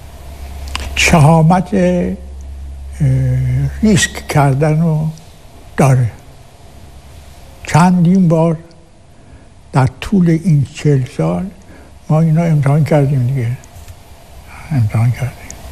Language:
Persian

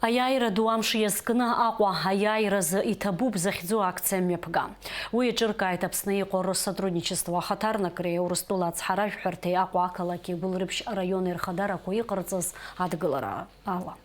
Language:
Abkhazian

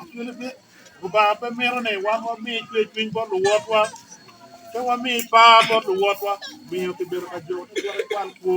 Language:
Acoli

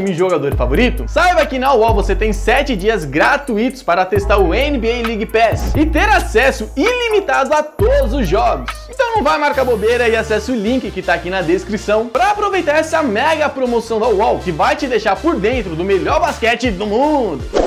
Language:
Portuguese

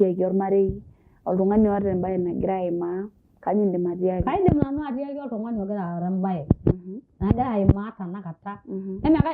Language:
Masai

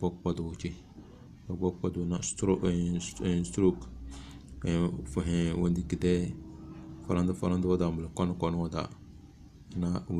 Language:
Tem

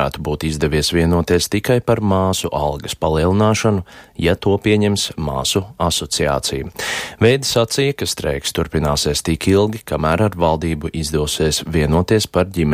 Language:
Latvian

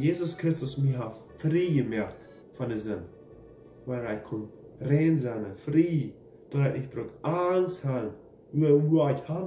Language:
Plautdietsch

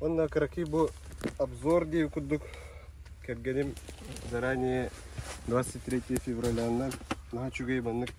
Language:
Yakut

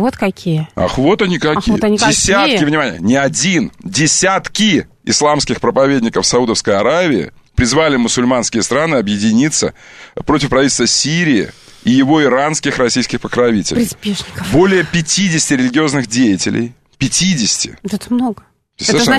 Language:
Russian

